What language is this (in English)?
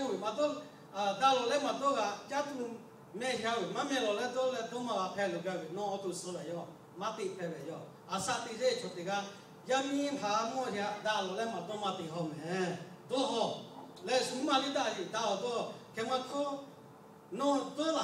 Lahu